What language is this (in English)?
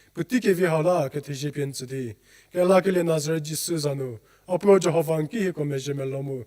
Angami Naga